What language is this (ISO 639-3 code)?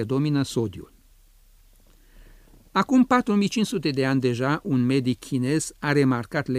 ron